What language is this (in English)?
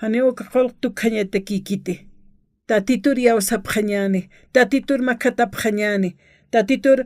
Aymara